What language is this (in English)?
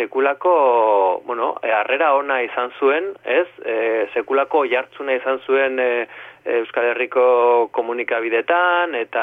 Basque